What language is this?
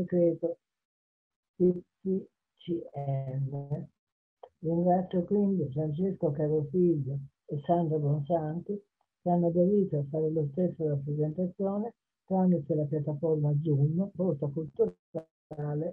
Italian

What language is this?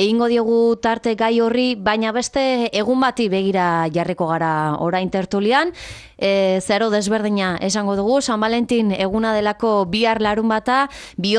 Basque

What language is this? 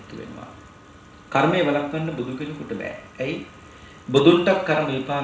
Sinhala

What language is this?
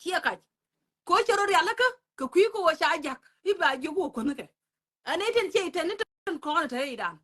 Nuer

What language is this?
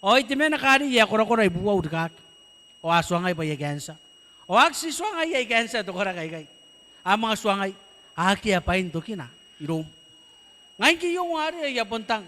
Gilbertese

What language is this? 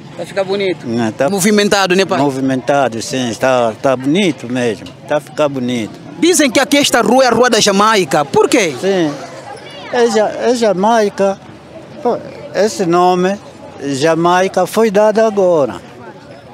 Portuguese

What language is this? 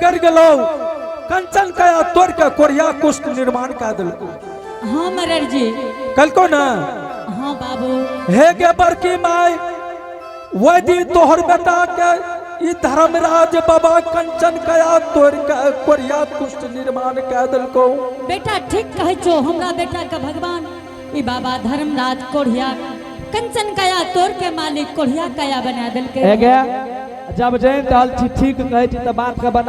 Angika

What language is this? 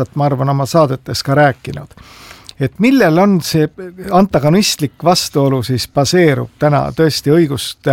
Estonian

